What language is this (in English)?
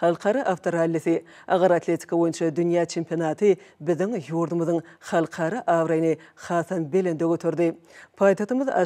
Turkmen